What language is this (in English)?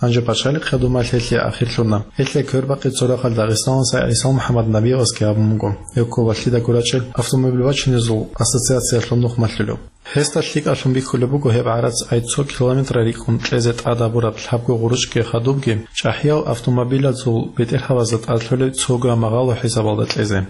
Avaric